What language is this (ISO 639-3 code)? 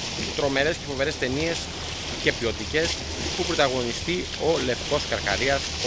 ell